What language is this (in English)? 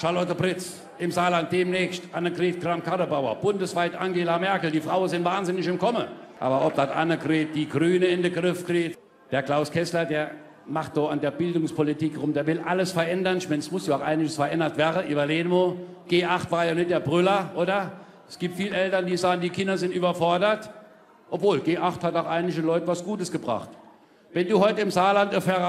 Palatine German